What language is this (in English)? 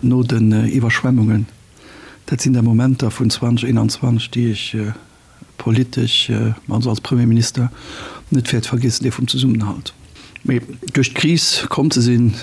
Luxembourgish